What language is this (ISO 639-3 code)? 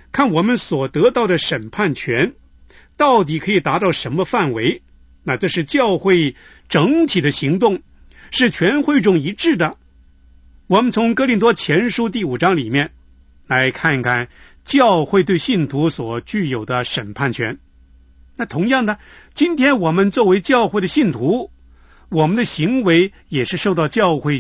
zho